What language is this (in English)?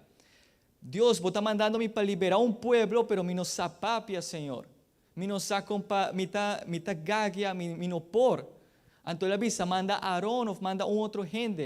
Papiamento